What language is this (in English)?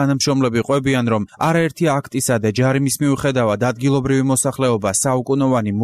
Georgian